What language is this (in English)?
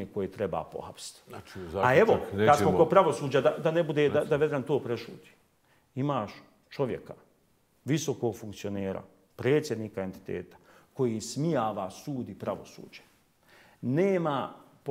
Bosnian